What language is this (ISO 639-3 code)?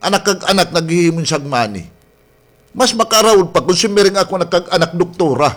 war